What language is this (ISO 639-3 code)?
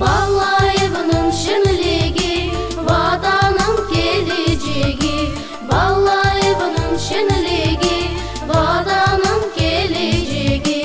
crh